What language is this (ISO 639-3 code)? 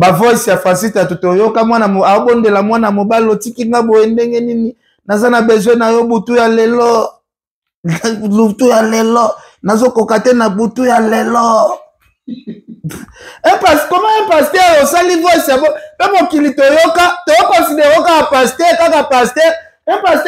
lin